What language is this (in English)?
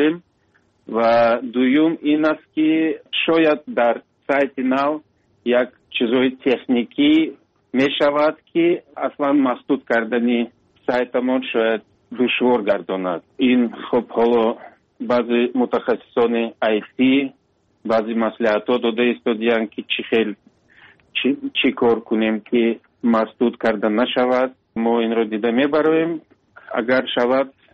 Tajik